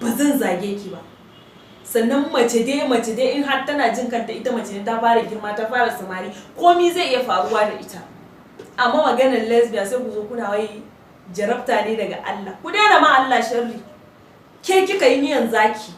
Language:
Hausa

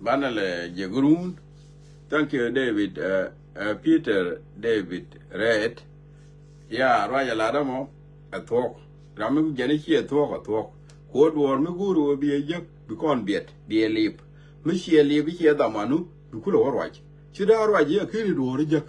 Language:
Nuer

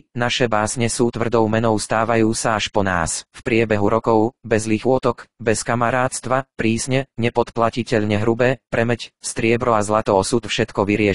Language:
Slovak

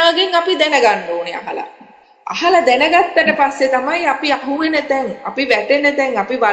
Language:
Sinhala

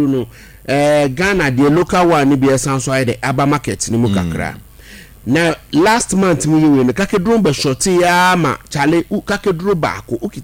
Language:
Akan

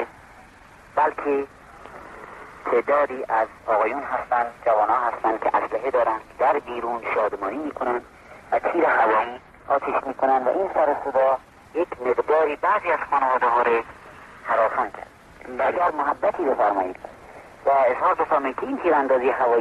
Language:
Persian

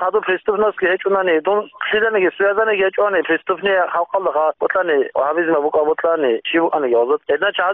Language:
Avaric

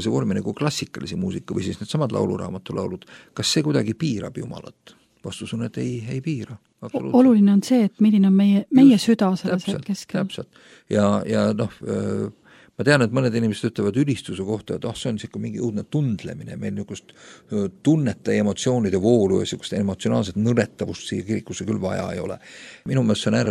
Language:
Estonian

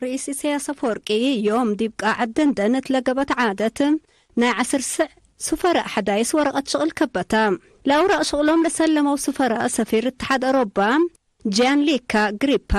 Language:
Tigre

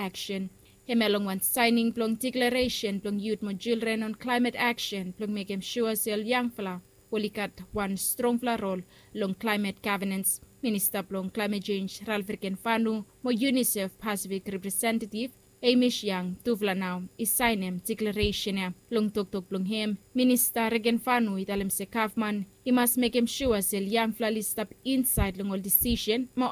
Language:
Bislama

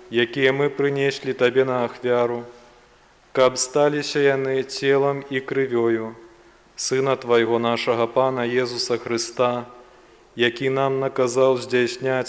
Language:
Belarusian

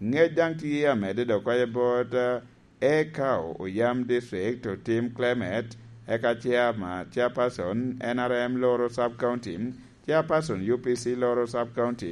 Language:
Lango (Uganda)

